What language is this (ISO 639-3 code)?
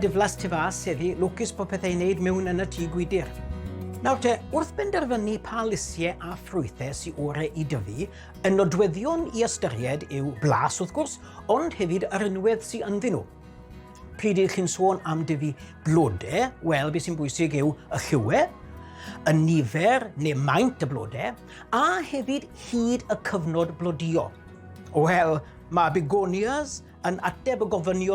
cym